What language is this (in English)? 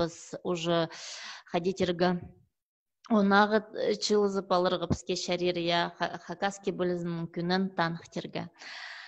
Khakas